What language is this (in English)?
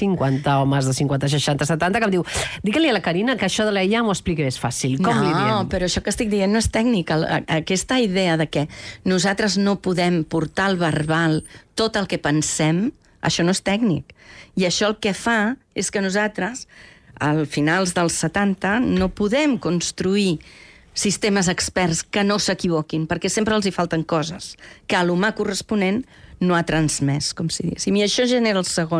Catalan